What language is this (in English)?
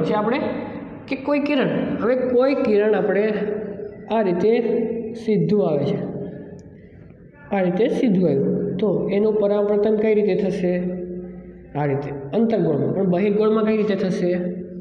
Gujarati